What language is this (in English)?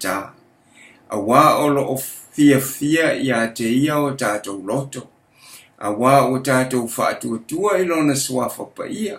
Samoan